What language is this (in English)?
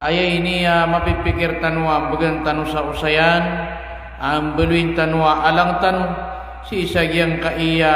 Maranao